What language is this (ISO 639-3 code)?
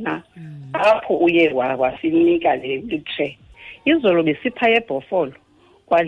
xho